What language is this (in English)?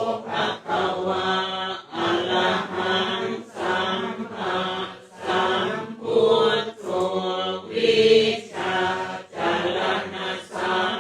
Pali